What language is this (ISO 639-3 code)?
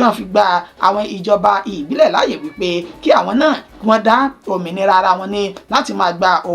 yor